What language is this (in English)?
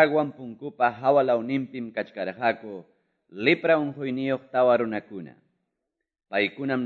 Quechua